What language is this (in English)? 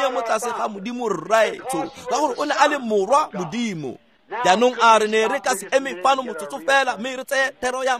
Tswana